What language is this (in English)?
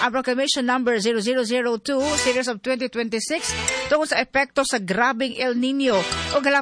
Cebuano